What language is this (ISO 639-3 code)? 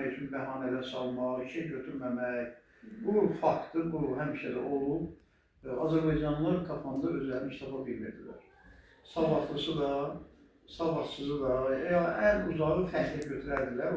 aze